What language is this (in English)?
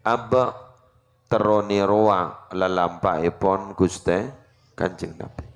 Madurese